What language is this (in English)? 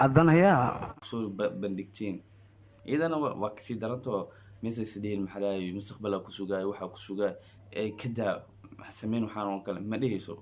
Somali